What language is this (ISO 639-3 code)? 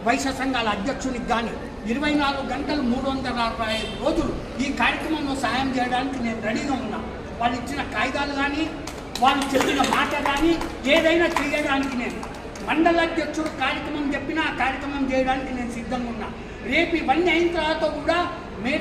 tel